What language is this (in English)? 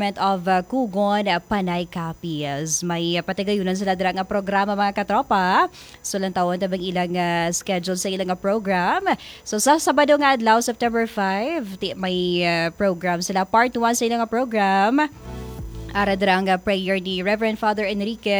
Hiligaynon